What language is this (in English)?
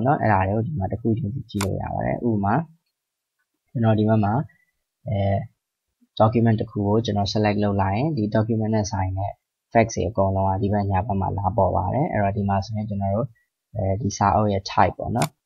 Burmese